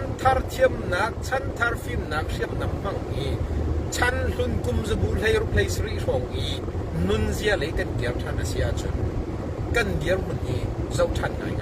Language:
Hakha Chin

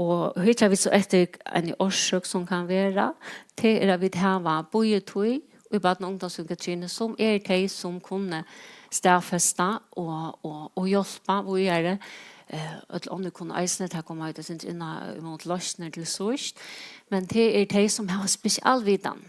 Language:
Faroese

